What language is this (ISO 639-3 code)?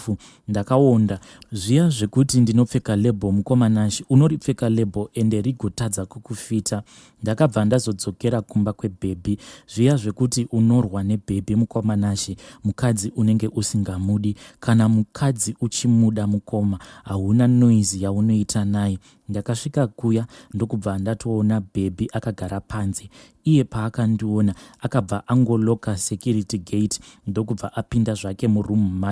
sna